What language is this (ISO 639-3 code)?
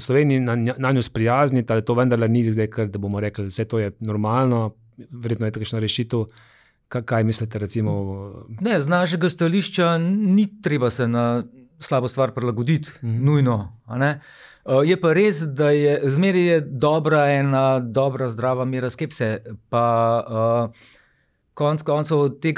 slv